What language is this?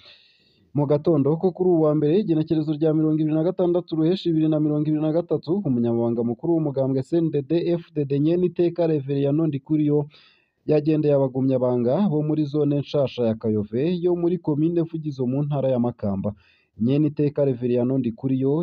Rundi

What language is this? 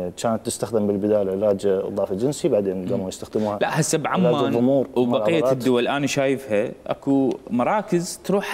Mesopotamian Arabic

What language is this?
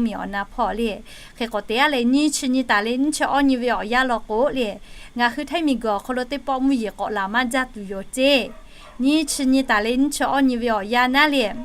Lahu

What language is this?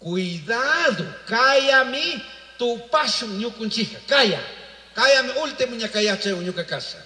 Chimborazo Highland Quichua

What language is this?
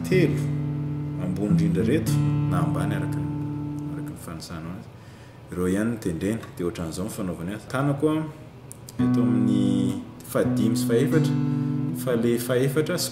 Malagasy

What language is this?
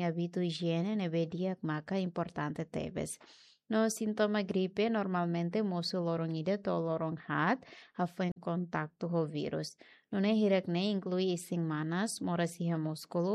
Tetum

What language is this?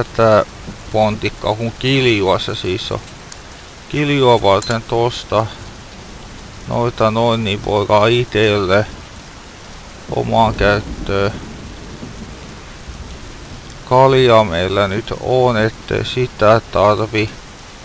Finnish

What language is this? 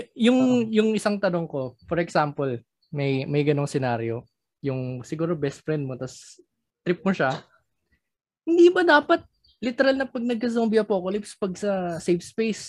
Filipino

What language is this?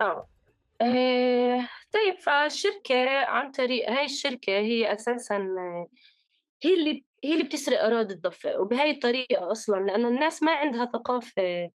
North Levantine Arabic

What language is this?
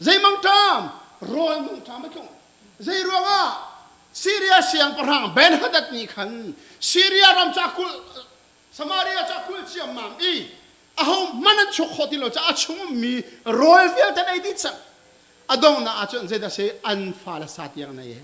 Hakha Chin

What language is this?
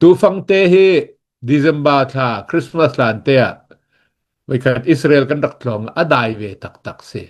Hakha Chin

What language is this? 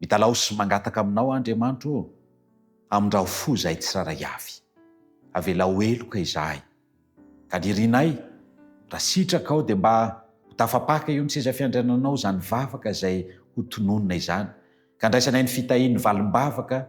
Malagasy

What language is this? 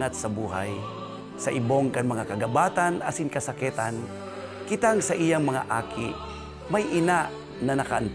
Bikol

